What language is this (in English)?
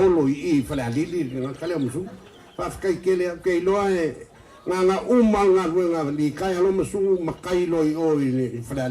Samoan